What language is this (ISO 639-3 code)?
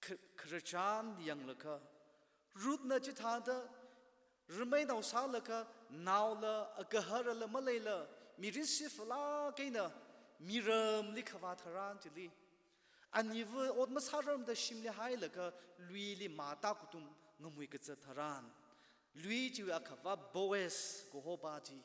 nmf